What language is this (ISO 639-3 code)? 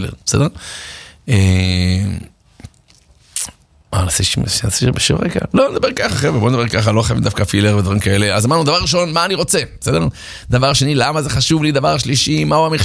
heb